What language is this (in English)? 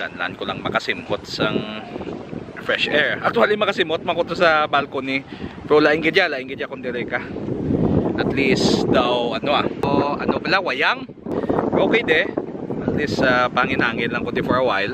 Hiligaynon